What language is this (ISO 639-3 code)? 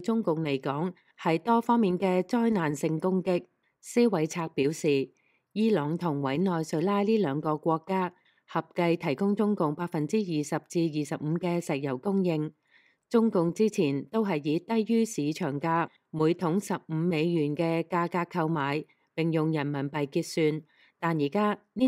yue